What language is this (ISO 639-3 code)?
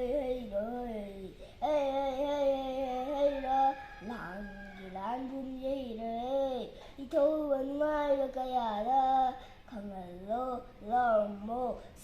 mni